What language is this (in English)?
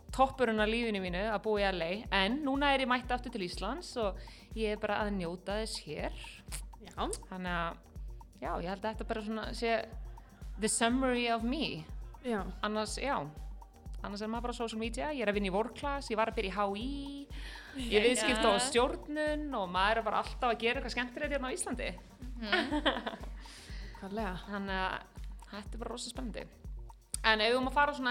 Icelandic